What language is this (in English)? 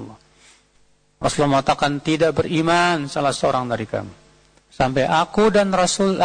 Indonesian